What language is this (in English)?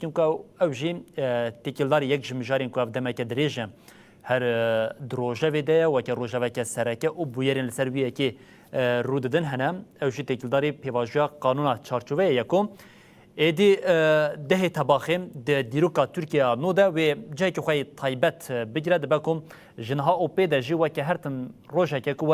Kurdish